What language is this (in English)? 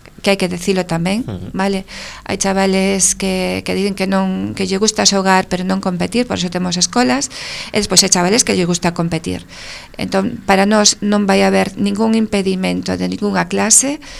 Galician